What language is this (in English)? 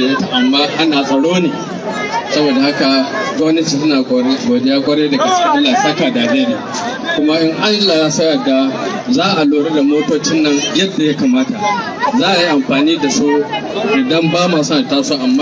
Hausa